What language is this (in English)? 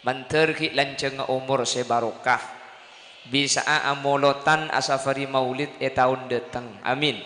Madurese